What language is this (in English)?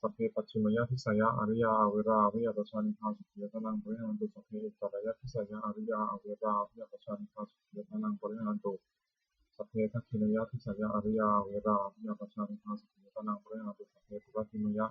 Pali